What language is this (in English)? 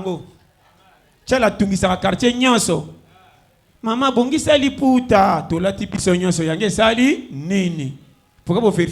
Lingala